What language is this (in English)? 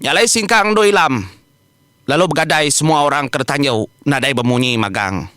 Iban